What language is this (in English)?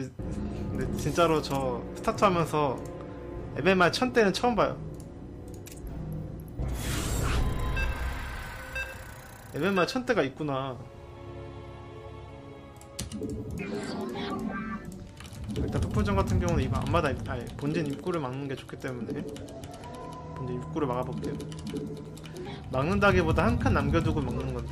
Korean